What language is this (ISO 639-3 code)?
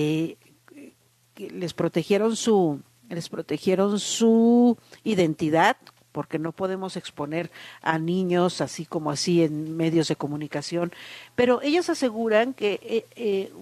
spa